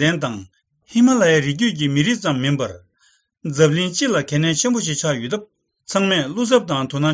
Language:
Tibetan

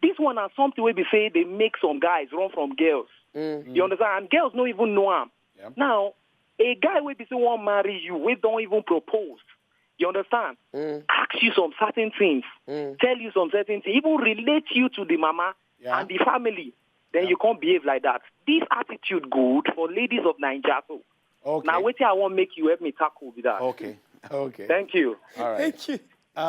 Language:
Nigerian Pidgin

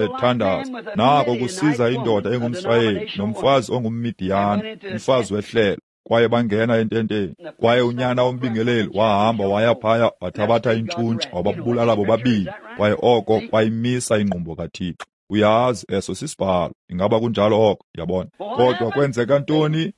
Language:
Xhosa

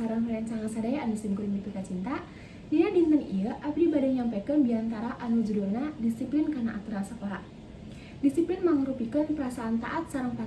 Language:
Sundanese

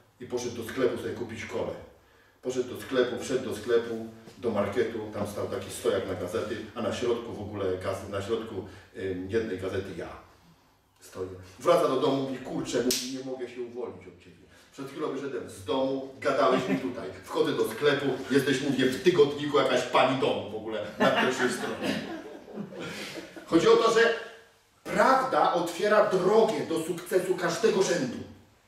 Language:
Polish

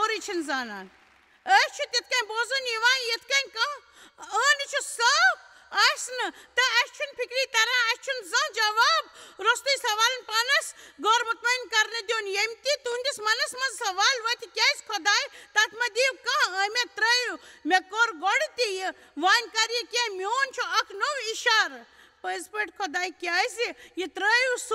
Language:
Kashmiri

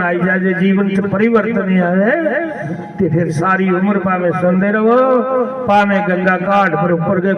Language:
Dogri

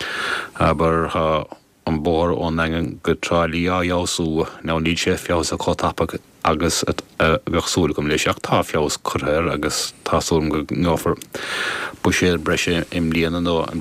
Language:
Irish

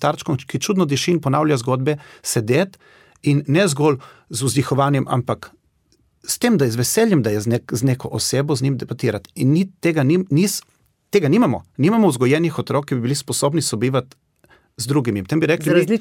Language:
Slovenian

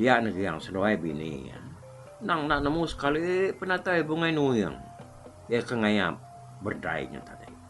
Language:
Iban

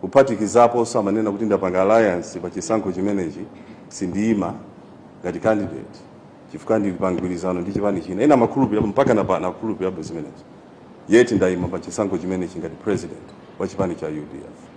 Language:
Nyanja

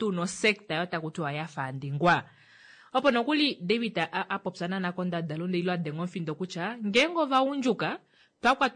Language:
Kuanyama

